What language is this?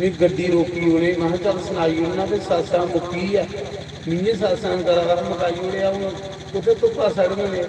Dogri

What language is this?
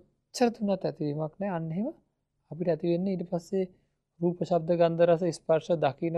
Sinhala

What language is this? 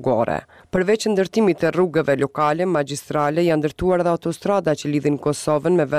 Albanian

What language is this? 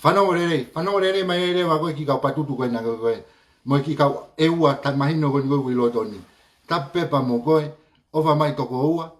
Tongan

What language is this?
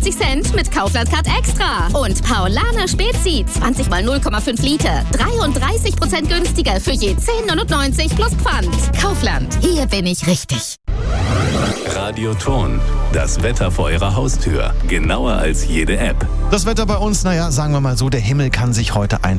German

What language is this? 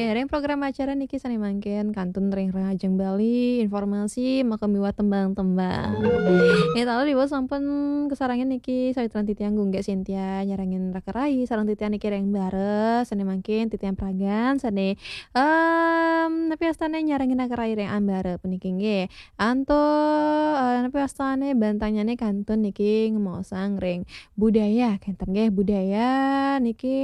Balinese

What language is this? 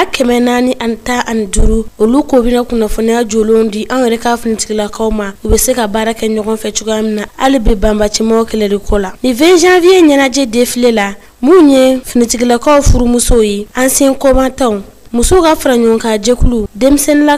Bambara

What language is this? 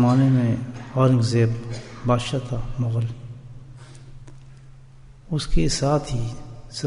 Urdu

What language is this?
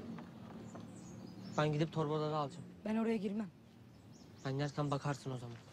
Turkish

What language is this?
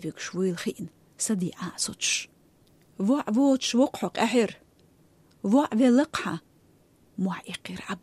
Chechen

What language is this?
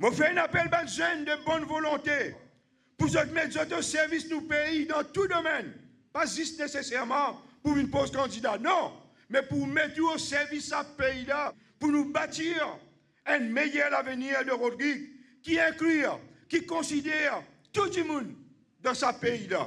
Morisyen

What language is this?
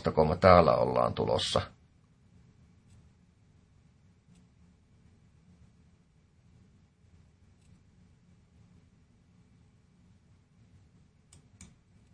Finnish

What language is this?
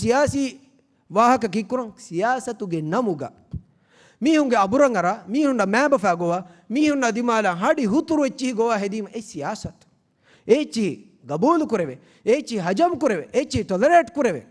Divehi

